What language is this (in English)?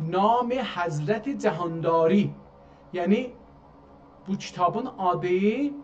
South Azerbaijani